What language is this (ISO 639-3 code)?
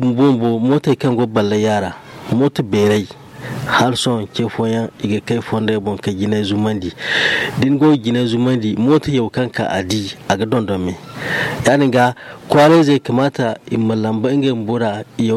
dje